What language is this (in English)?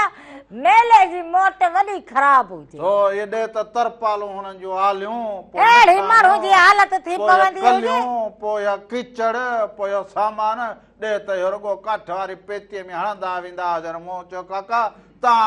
Sindhi